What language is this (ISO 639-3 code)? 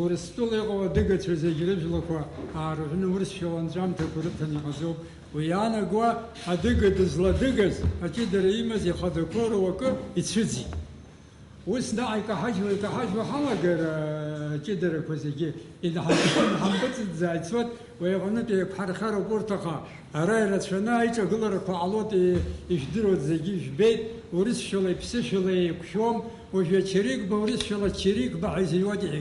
abk